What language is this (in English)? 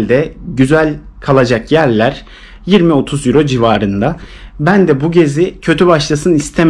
Turkish